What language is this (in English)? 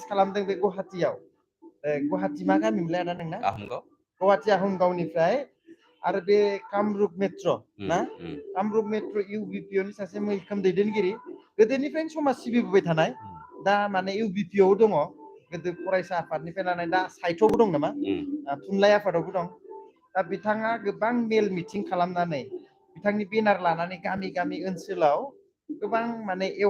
Bodo